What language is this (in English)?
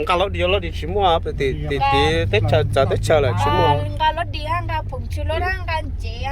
Hmong